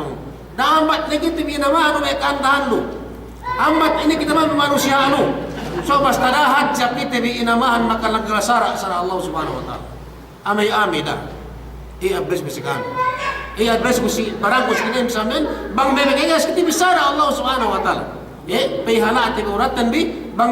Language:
Yakan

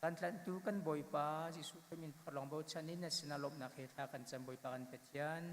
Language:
Hakha Chin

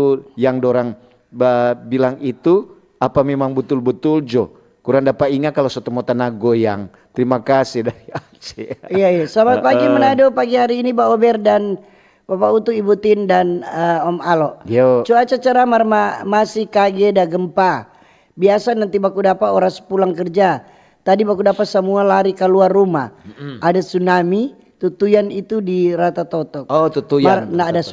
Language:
Manado Malay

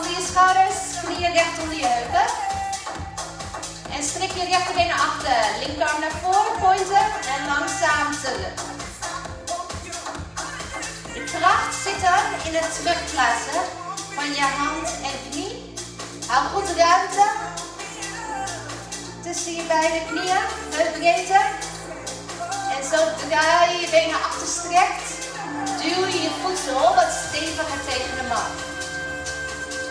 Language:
Dutch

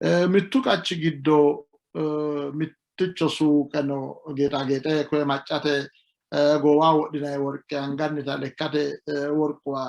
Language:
Sidamo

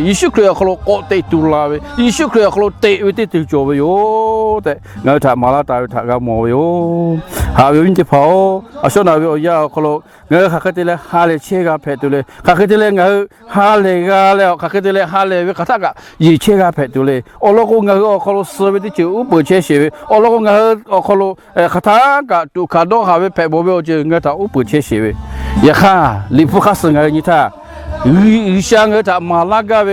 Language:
Lahu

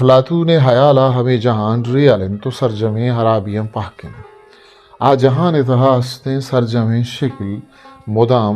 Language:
Eastern Balochi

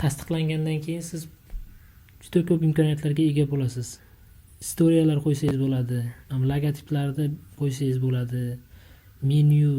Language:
Uzbek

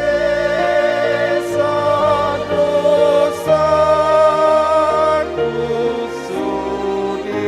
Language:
Batak Toba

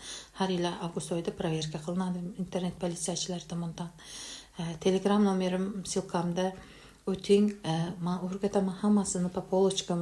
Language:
Uzbek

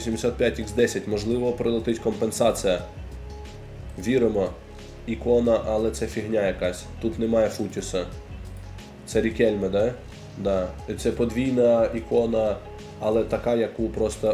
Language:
Ukrainian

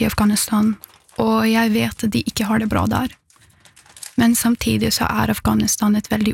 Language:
Norwegian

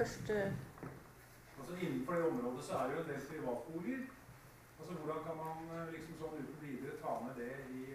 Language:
Norwegian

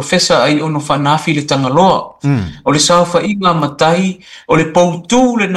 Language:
Samoan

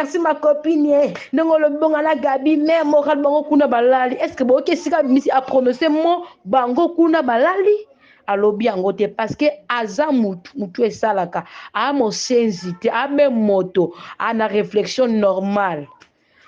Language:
Lingala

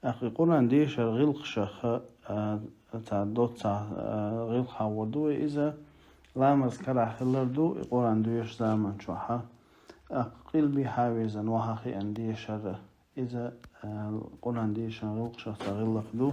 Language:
Chechen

